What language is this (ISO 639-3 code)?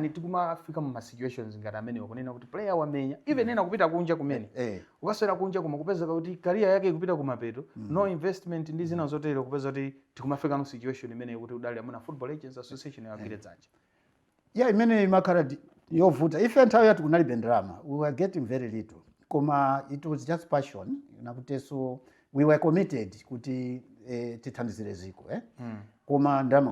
nya